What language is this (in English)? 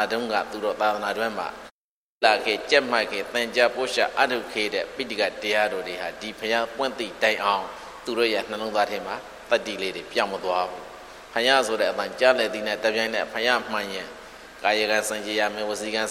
Burmese